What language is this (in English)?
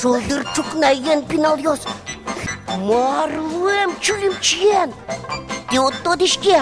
Udmurt